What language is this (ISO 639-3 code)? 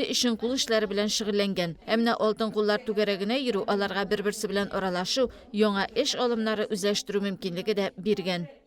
tat